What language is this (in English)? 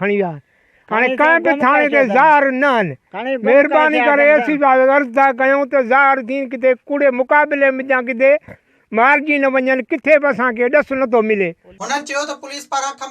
Sindhi